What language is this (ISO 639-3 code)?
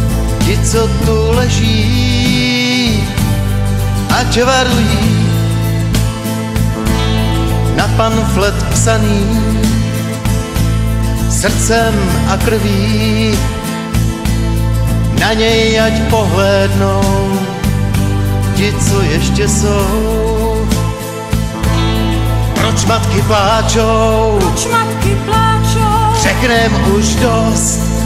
ces